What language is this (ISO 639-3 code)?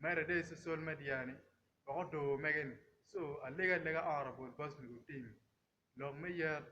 ach